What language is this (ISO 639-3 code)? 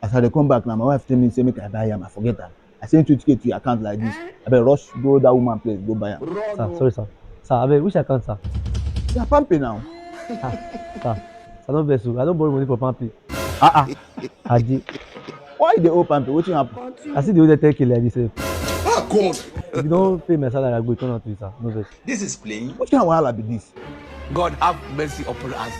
pcm